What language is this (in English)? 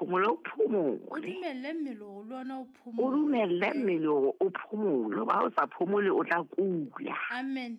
Southern Sotho